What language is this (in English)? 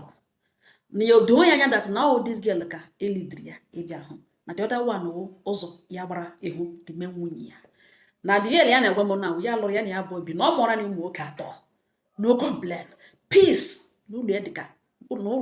Igbo